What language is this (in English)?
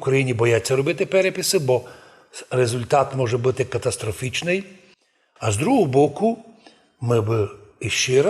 Rusyn